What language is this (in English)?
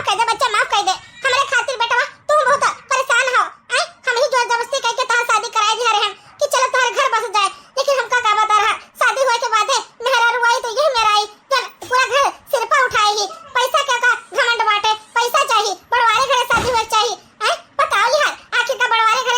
Awadhi